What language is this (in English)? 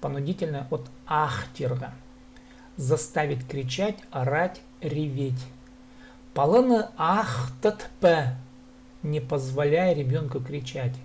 Khakas